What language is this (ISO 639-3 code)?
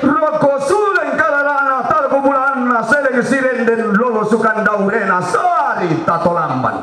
sda